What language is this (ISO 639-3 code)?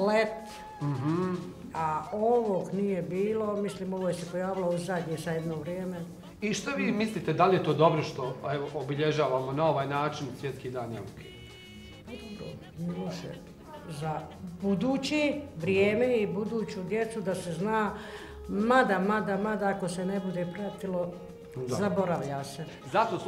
bos